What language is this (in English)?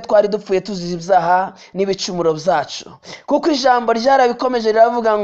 Kinyarwanda